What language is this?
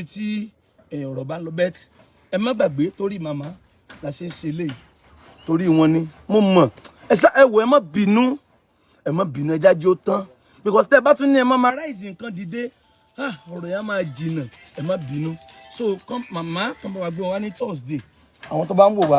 Yoruba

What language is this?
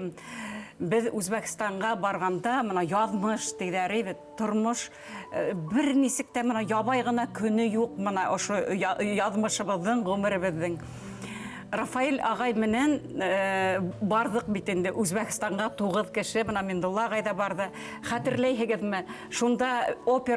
Bashkir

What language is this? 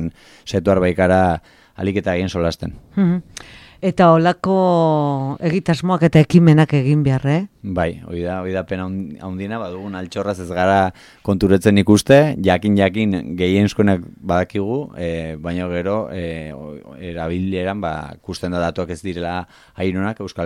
Basque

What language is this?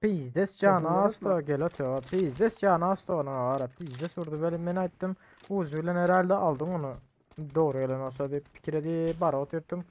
Turkmen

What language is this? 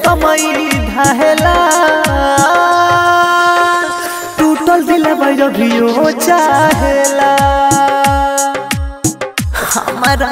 Bhojpuri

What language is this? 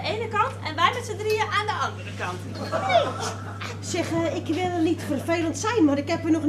Dutch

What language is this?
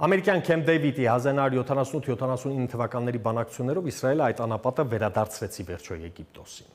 Armenian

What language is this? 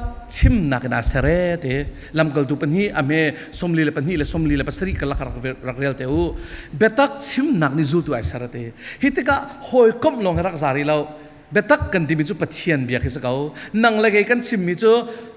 Falam Chin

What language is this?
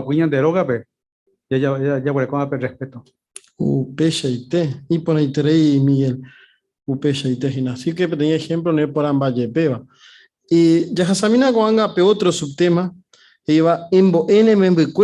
Guarani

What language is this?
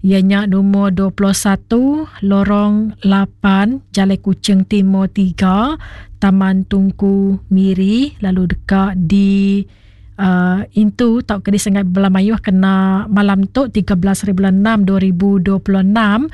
Iban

